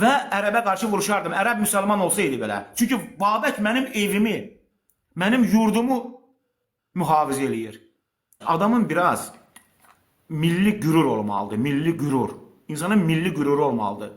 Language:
Azerbaijani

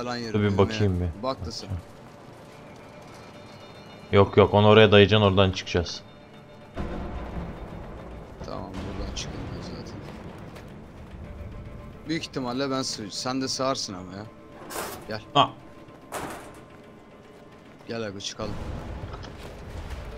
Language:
Turkish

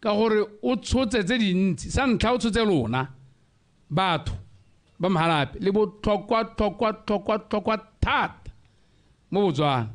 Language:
Tswana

